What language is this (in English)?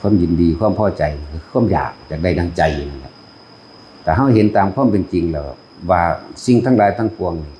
Northeastern Thai